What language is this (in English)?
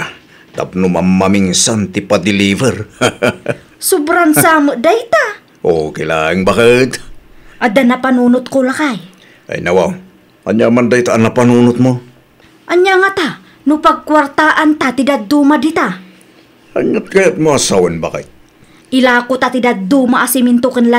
Iloko